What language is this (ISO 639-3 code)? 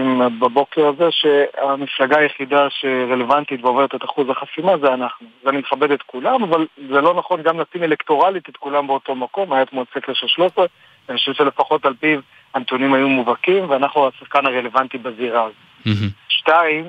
heb